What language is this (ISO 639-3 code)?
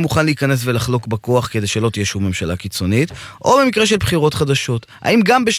heb